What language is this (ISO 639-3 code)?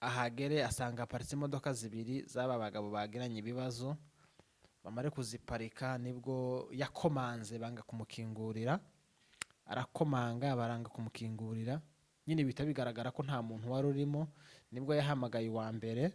run